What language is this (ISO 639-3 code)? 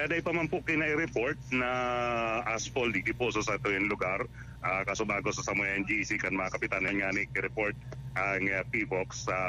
bik